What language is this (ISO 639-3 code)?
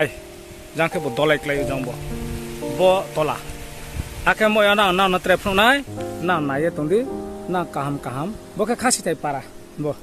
ria